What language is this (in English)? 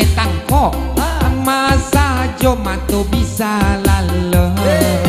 Minangkabau